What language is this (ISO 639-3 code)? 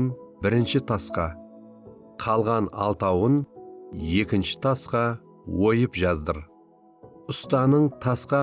kaa